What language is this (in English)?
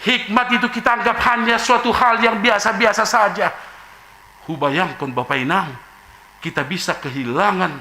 Batak Simalungun